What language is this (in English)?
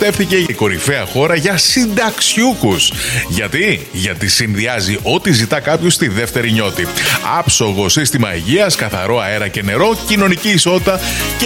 Greek